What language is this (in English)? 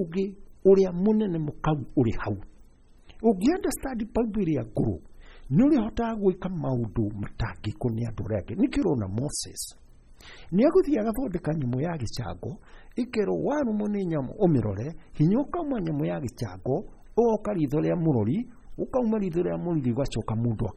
Kikuyu